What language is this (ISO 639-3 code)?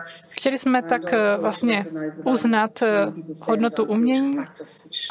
ces